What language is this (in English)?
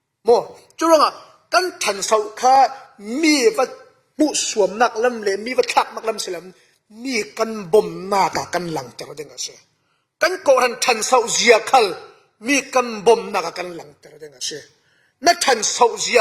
Falam Chin